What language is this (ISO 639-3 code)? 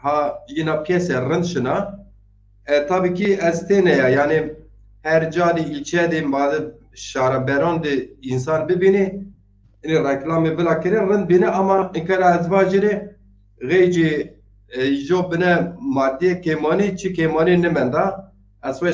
zza